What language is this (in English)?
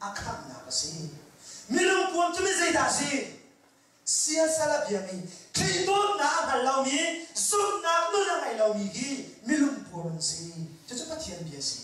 Hakha Chin